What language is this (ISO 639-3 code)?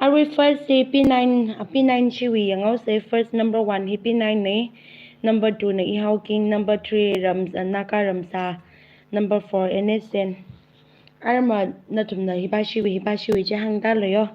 nmf